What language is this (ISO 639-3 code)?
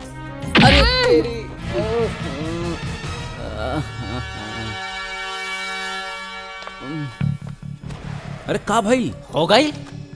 bho